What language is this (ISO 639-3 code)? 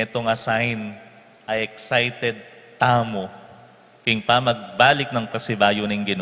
pam